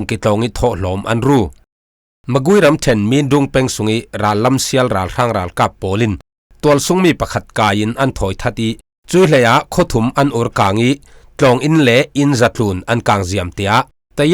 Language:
Falam Chin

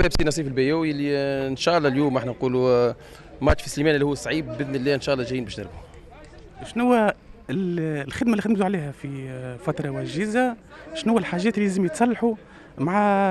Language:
Tunisian Arabic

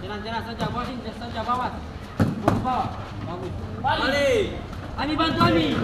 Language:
Ambonese Malay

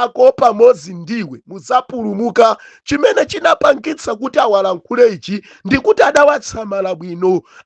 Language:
Nyanja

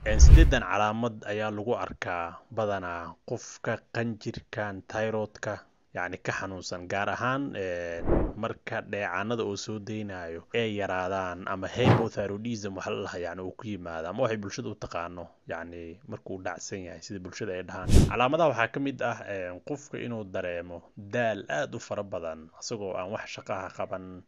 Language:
Somali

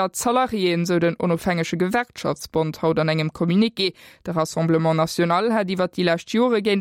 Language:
Luxembourgish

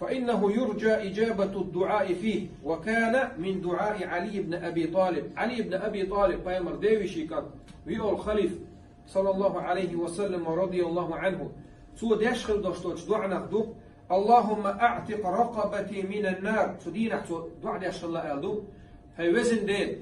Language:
Chechen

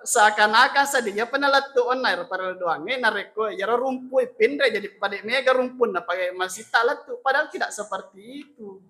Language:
Buginese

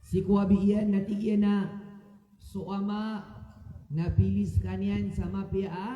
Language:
Maranao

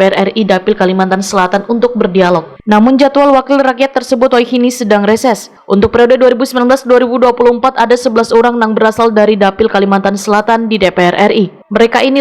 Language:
Banjar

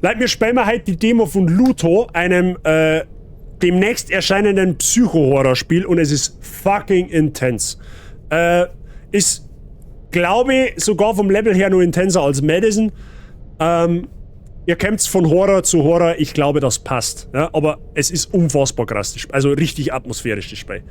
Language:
Bavarian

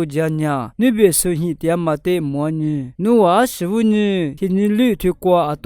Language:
Lisu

